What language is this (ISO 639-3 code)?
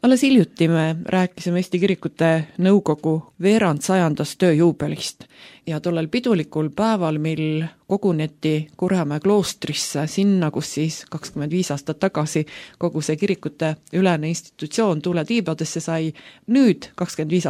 est